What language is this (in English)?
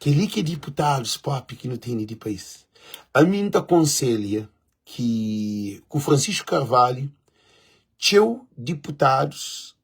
Kabuverdianu